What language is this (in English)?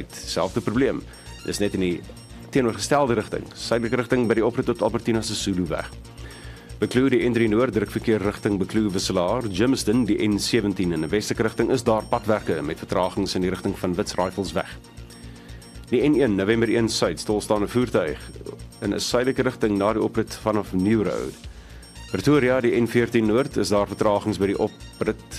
Afrikaans